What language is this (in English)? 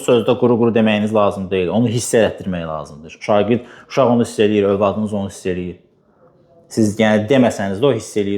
Azerbaijani